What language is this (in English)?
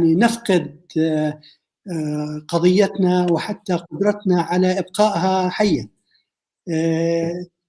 North Levantine Arabic